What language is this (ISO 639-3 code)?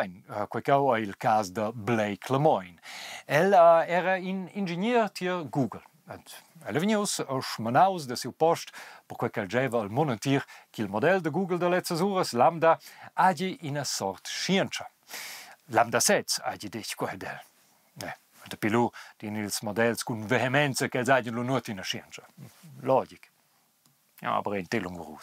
roh